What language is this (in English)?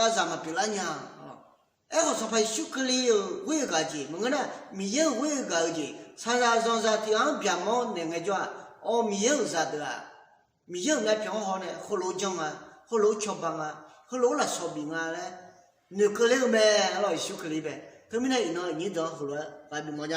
Akha